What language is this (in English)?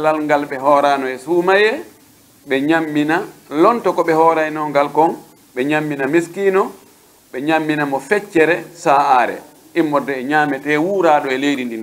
Pular